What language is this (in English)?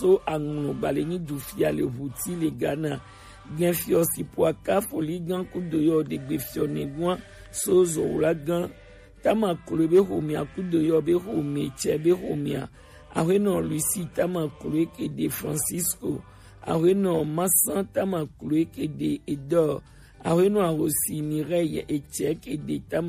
Gen